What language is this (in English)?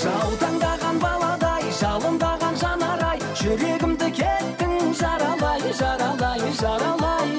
Kara-Kalpak